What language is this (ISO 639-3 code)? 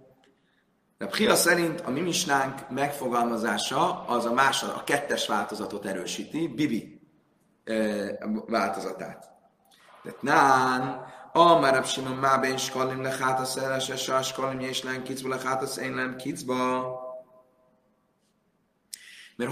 hun